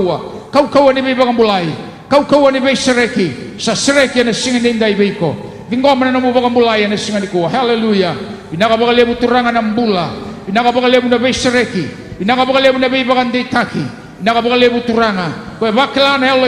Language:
Fijian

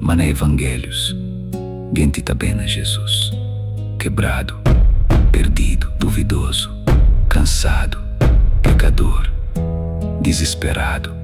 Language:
Kabuverdianu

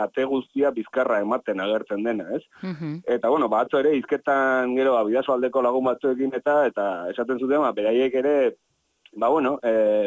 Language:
Basque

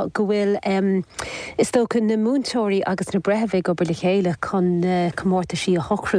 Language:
Irish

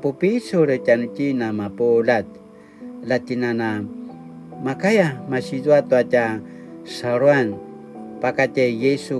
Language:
Paiwan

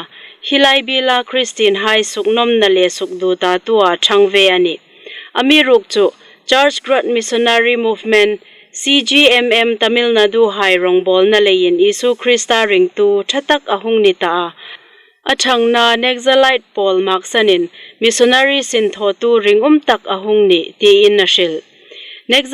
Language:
Hmar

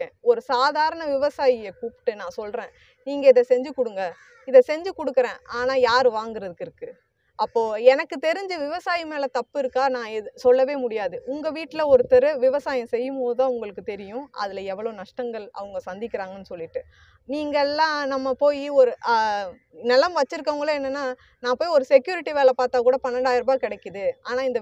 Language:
Tamil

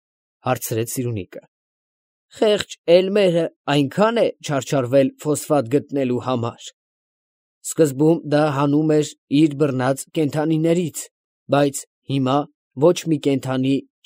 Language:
Armenian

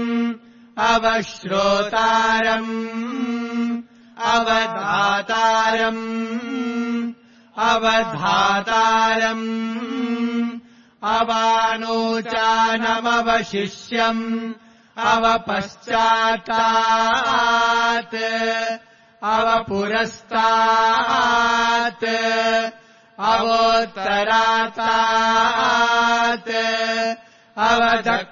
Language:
Sanskrit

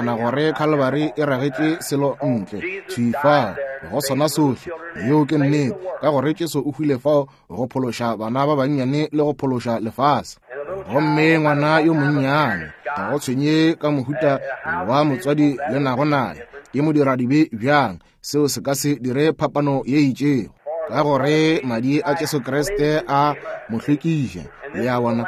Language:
Northern Sotho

